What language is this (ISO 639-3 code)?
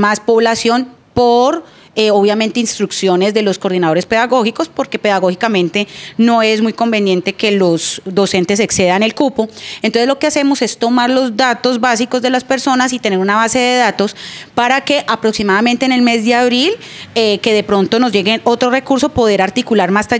spa